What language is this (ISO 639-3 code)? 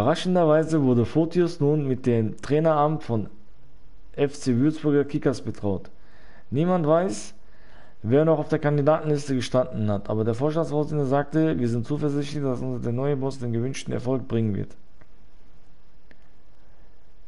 deu